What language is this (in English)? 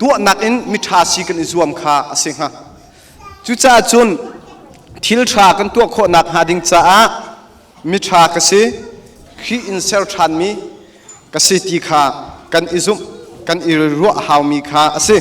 Hakha Chin